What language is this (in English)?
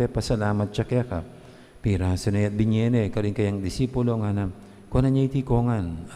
Pampanga